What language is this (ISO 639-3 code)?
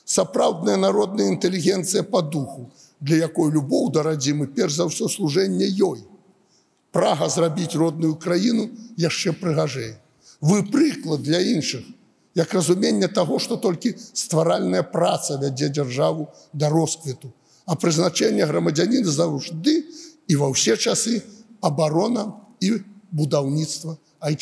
bel